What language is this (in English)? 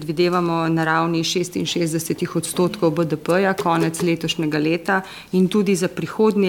Slovenian